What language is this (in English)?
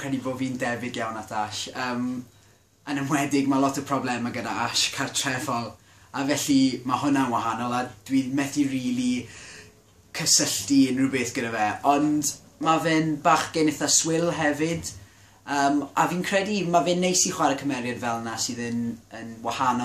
Welsh